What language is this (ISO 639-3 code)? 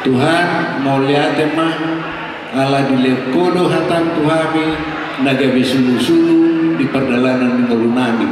bbc